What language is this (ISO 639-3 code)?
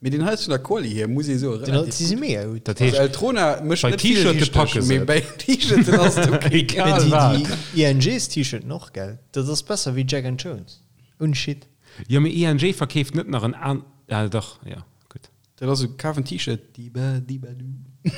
ltz